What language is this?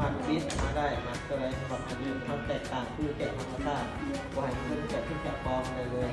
Lao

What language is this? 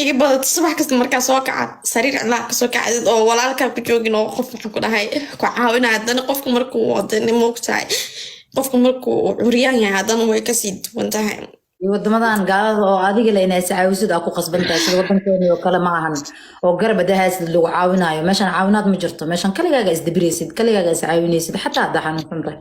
Somali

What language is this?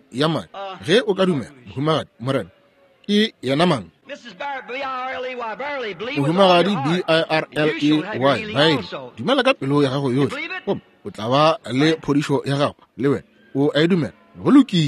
Northern Sotho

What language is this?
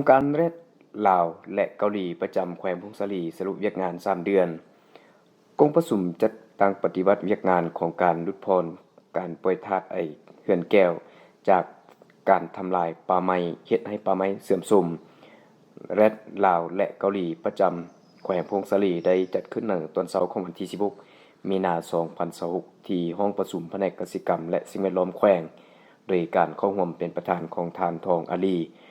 Lao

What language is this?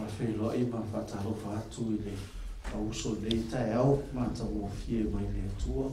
Samoan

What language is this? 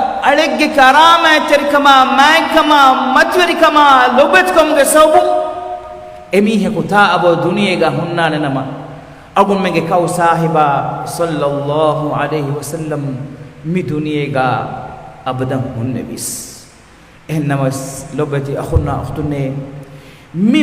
Divehi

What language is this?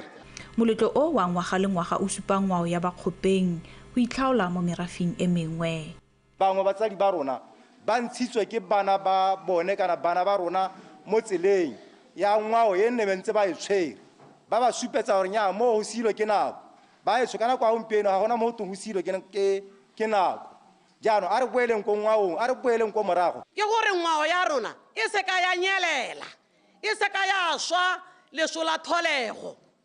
Tswana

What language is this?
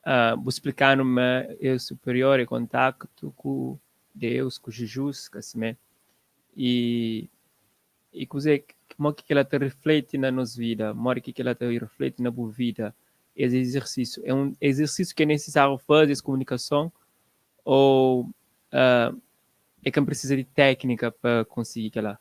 Kabuverdianu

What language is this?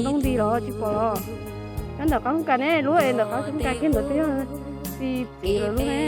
Hmong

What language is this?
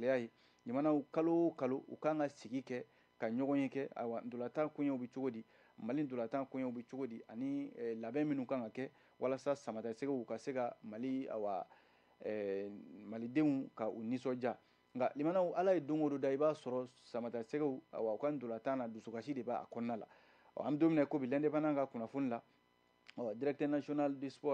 Bambara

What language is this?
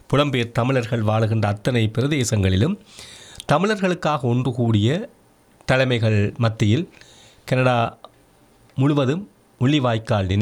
Tamil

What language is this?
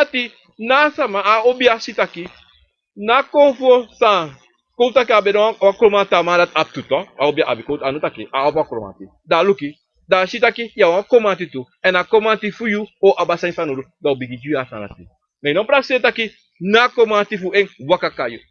Sranan Tongo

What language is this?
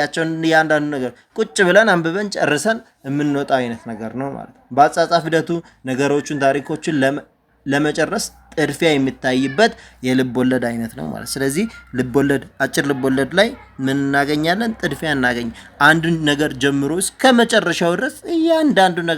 Amharic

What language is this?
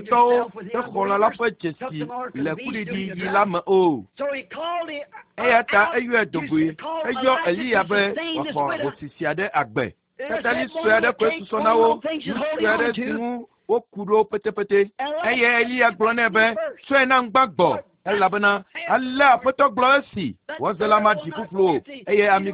Ewe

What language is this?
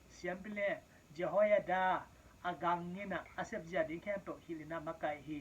Tedim Chin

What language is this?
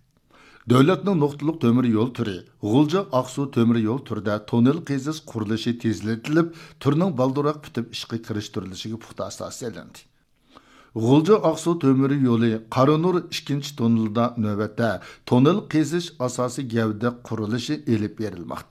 Uyghur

